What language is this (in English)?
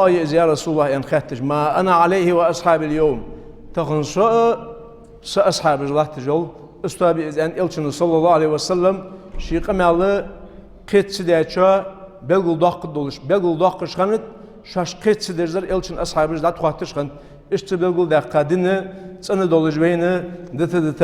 Ingush